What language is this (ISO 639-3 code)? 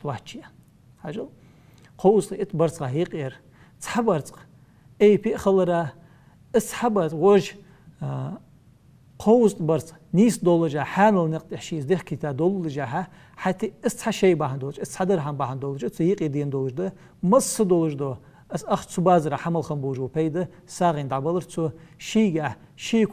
inh